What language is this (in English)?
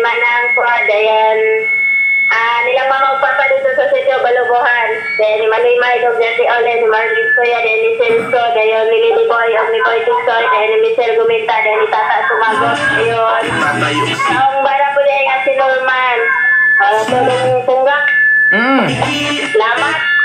Cebuano